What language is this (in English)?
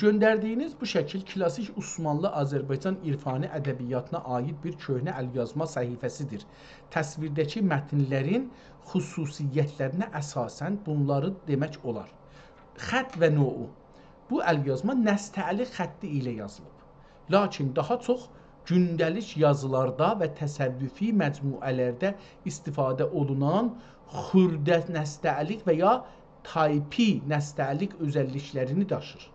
South Azerbaijani